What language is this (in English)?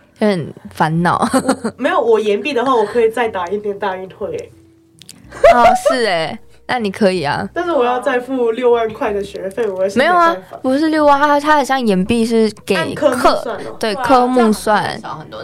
Chinese